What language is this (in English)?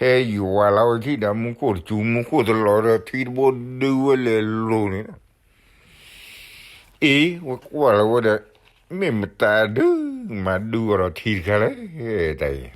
S'gaw Karen